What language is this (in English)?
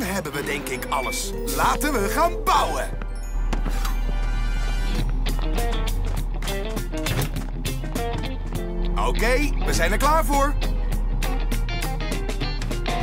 Dutch